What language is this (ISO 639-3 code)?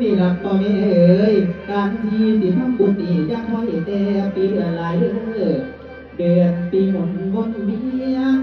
tts